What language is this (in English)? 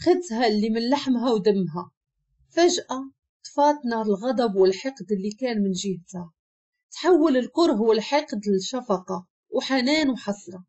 Moroccan Arabic